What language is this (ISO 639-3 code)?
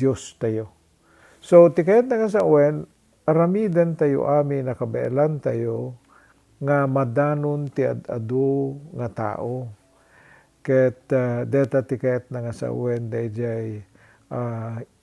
ilo